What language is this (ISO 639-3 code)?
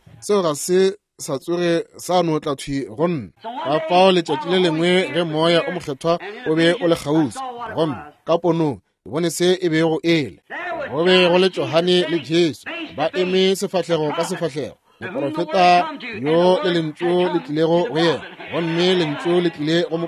nso